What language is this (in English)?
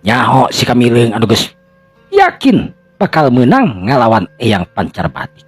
Sundanese